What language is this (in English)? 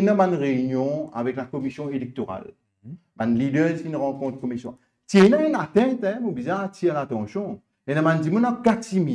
Morisyen